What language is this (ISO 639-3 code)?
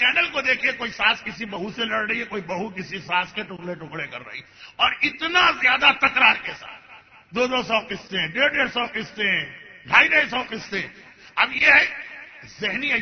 urd